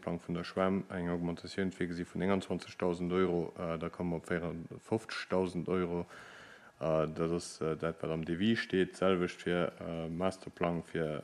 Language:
Luxembourgish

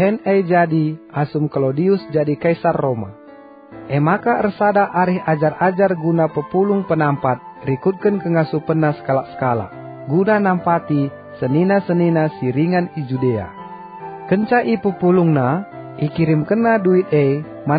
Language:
Batak Karo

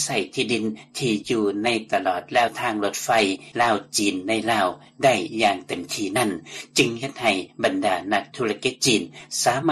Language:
Lao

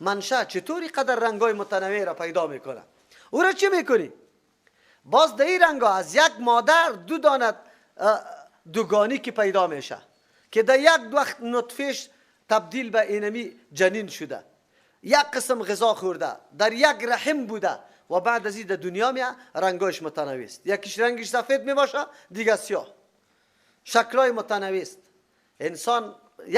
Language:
Persian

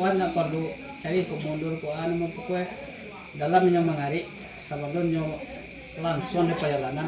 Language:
Minangkabau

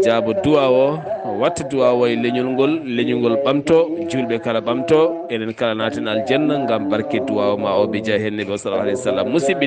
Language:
Fula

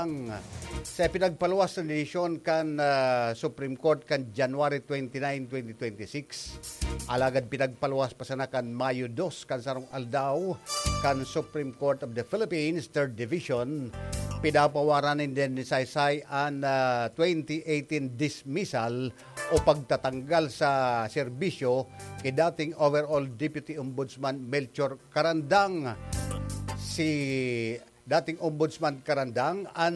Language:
Bikol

